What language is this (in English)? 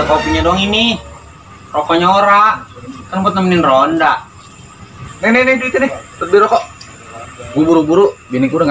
Betawi